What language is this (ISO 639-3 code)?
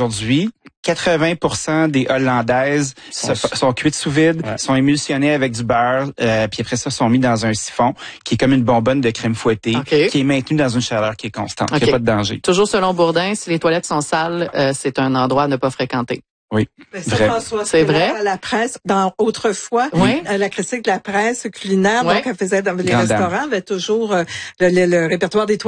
fra